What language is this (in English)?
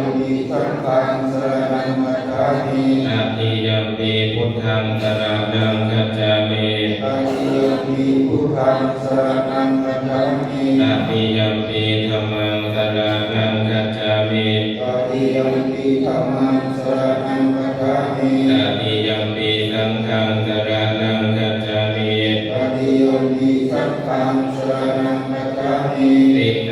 Pali